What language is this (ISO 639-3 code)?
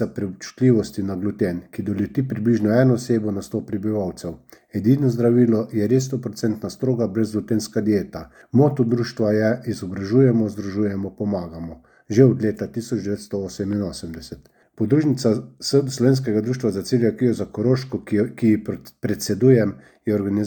slv